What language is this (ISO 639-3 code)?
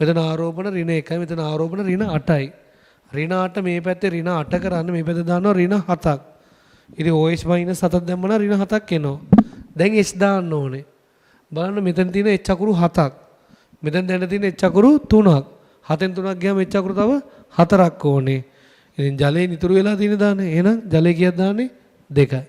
sin